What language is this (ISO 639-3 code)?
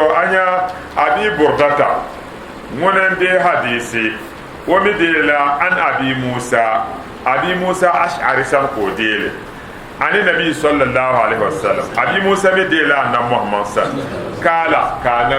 dag